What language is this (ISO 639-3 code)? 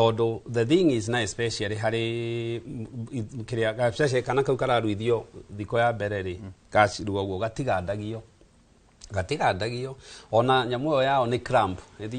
kik